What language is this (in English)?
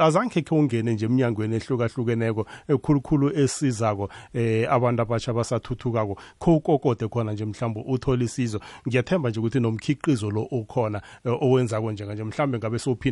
South Ndebele